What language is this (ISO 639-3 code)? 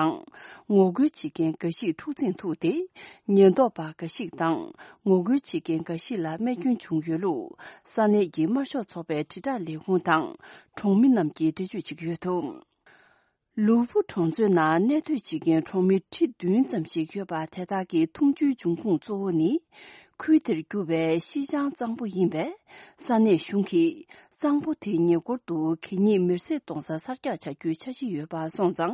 bod